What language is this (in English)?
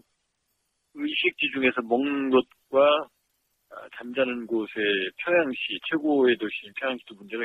Korean